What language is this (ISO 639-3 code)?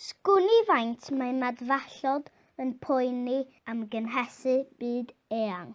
cym